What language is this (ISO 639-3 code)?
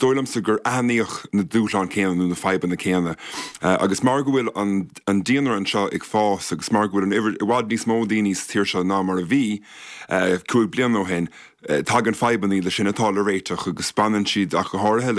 gle